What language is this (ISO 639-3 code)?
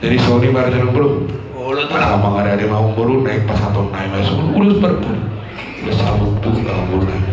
bbc